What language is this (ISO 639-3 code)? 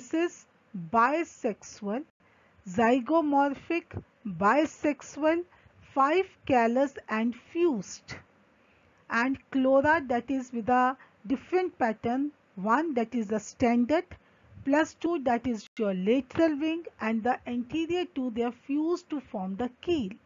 eng